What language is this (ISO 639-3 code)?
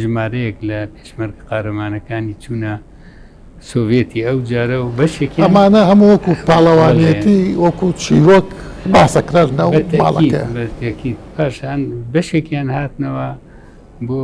ckb